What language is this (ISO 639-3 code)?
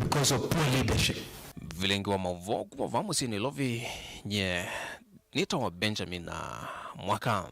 kam